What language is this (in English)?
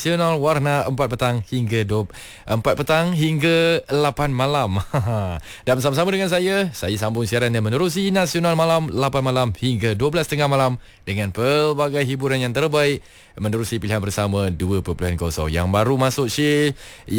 Malay